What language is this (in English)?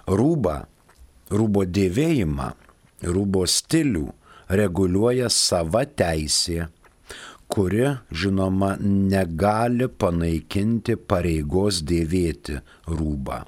Lithuanian